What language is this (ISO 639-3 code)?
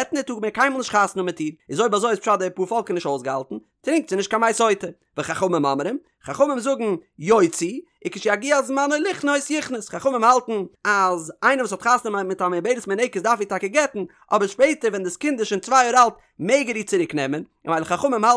yid